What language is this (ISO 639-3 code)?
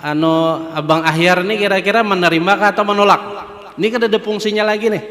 bjn